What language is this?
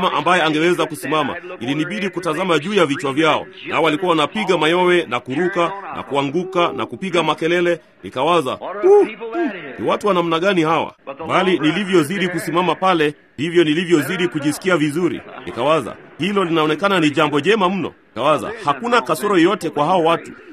Swahili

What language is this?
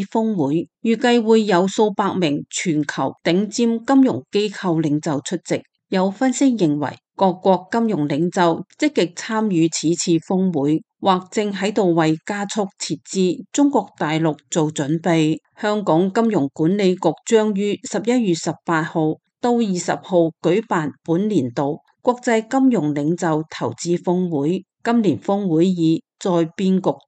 Cantonese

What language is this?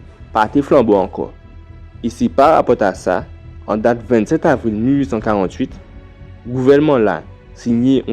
Guadeloupean Creole French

